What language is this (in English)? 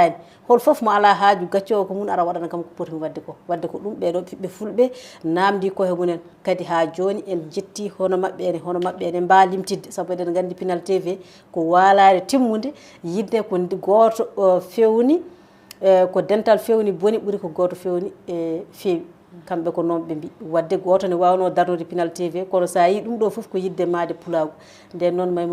Fula